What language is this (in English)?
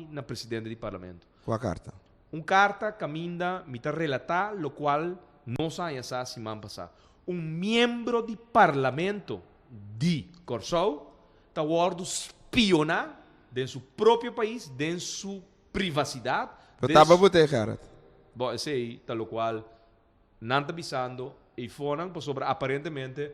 Papiamento